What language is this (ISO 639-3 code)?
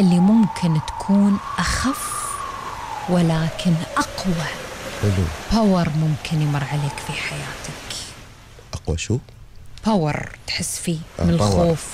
afb